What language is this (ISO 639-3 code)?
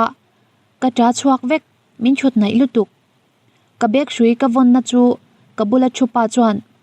lus